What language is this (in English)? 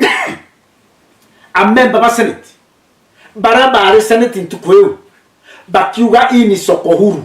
Meru